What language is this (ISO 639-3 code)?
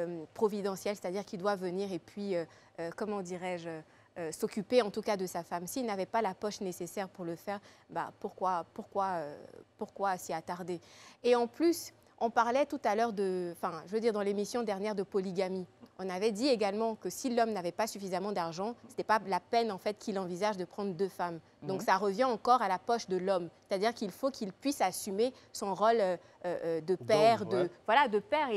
fra